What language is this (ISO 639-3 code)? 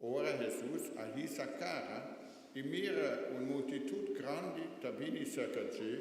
pap